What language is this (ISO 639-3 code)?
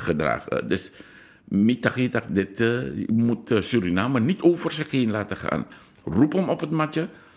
nld